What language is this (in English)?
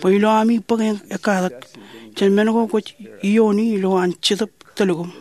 Marshallese